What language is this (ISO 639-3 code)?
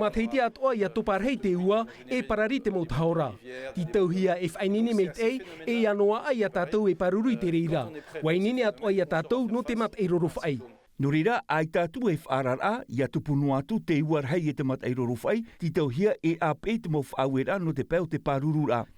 tah